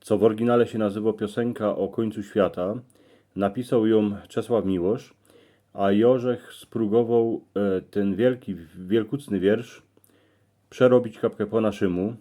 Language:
Silesian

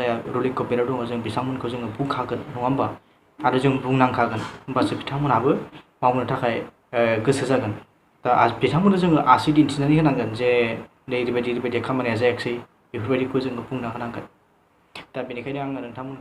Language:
Bodo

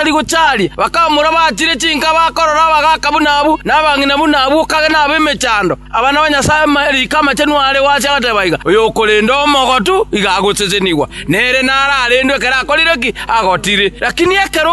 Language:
Gusii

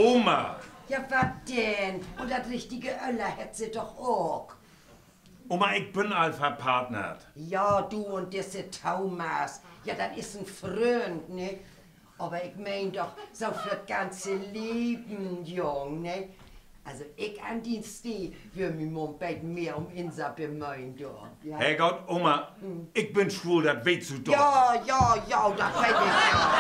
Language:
Low German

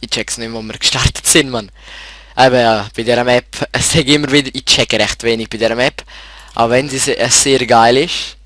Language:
Swiss German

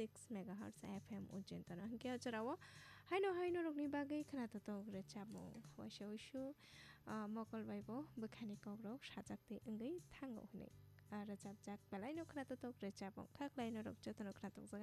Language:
Kok Borok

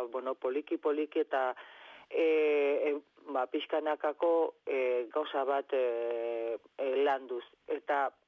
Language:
Basque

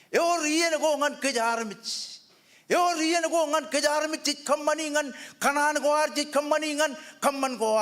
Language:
Marshallese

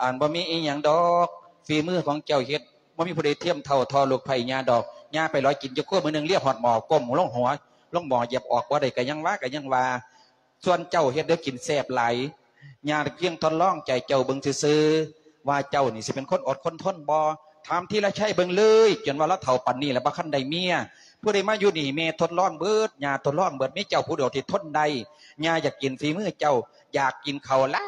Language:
Lao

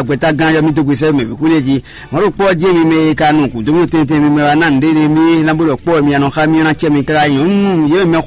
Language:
Fon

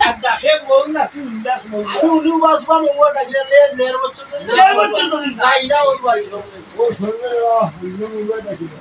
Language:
Sylheti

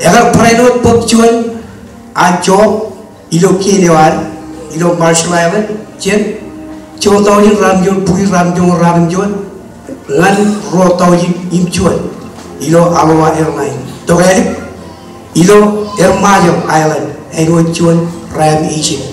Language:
Marshallese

